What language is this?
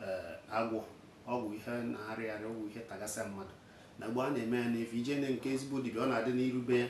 Igbo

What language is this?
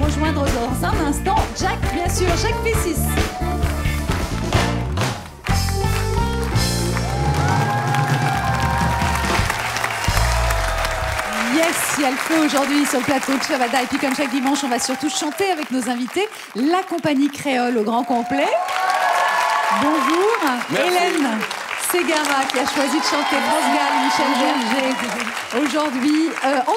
French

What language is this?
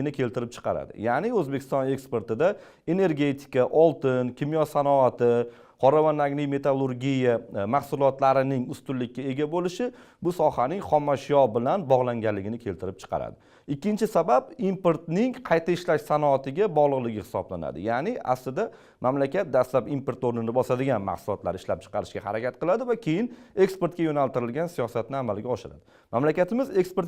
Uzbek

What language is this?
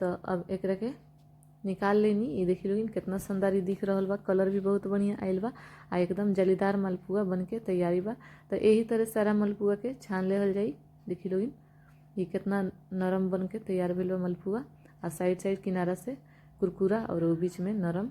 Bhojpuri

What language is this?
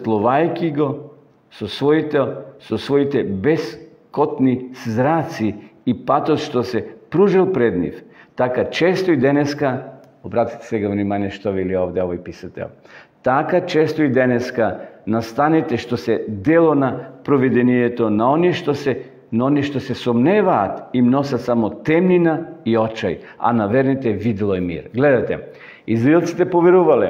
Macedonian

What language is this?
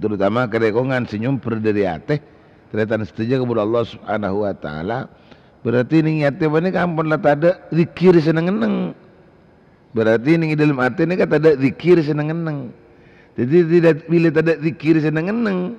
Madurese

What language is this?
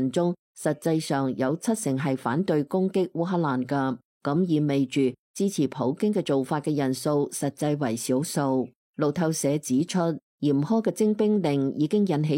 Cantonese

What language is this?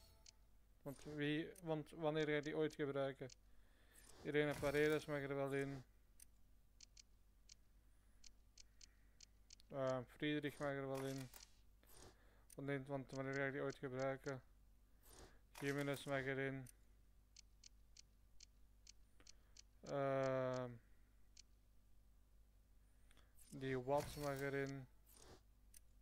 Dutch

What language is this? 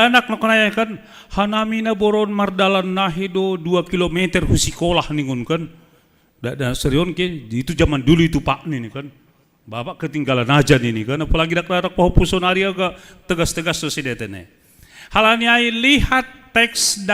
Batak Simalungun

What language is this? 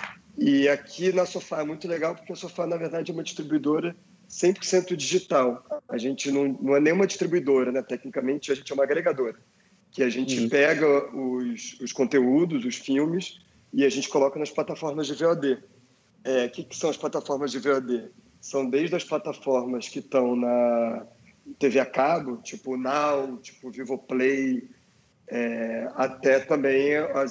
Portuguese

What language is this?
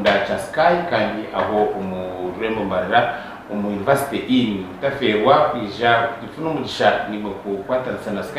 Nyankole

